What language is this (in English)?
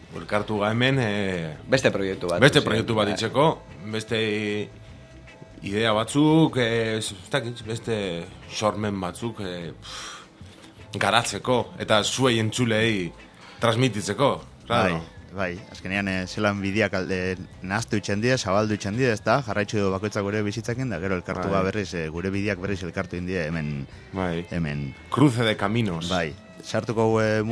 Basque